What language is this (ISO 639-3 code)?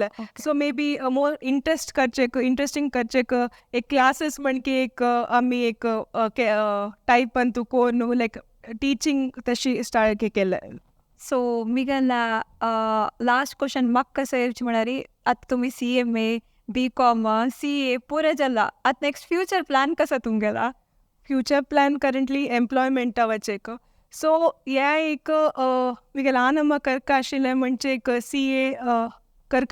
kok